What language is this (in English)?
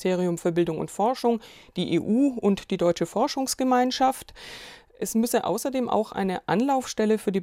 German